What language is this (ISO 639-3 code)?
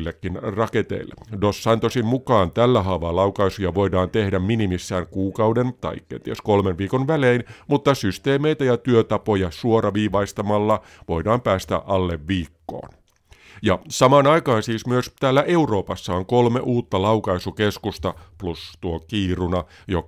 fin